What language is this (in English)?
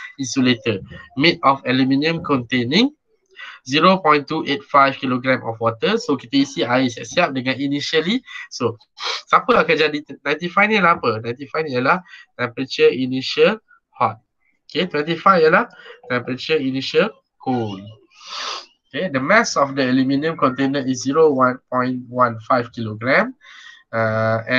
Malay